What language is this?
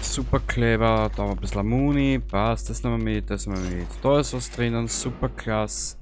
Bavarian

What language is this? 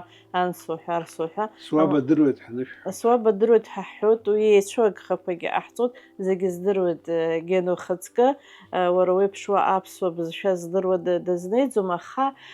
Abkhazian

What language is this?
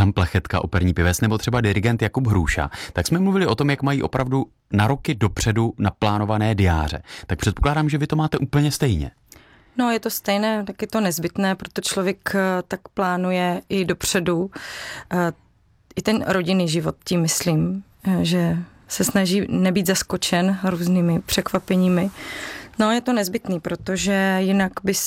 Czech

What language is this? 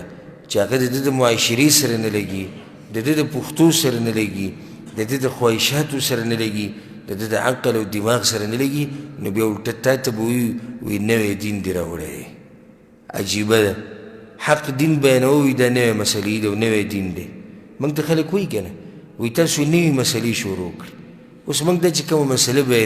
Pashto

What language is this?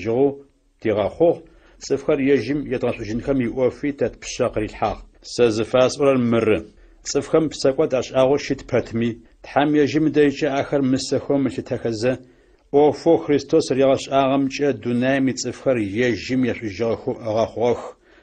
Adyghe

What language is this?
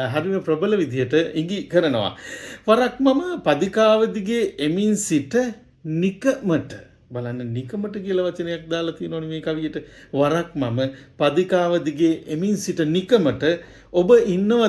Sinhala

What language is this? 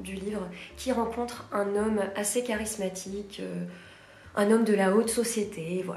French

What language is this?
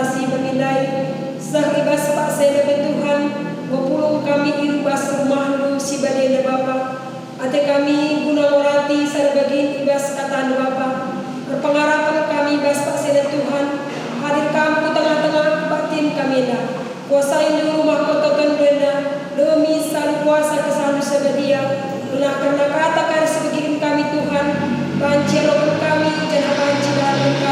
Batak Karo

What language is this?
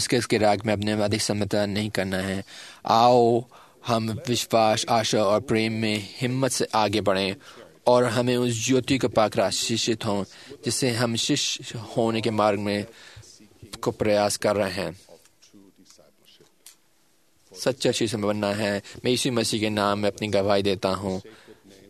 Hindi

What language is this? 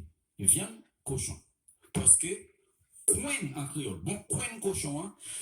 Haitian Creole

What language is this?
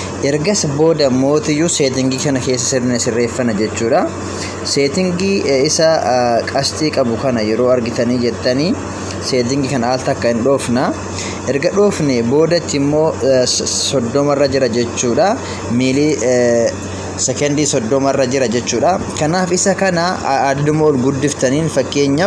Oromo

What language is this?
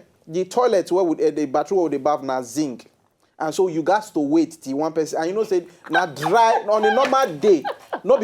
Nigerian Pidgin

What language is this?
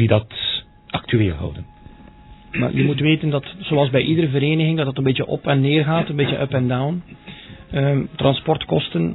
Dutch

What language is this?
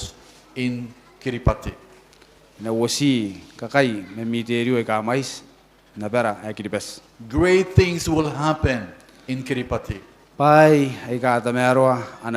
Gilbertese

